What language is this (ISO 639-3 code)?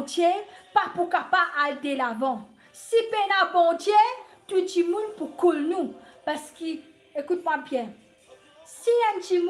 mfe